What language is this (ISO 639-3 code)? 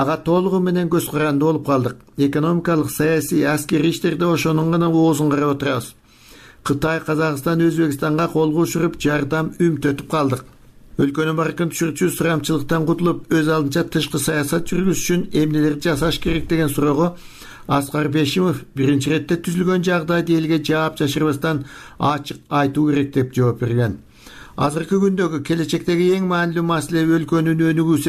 kir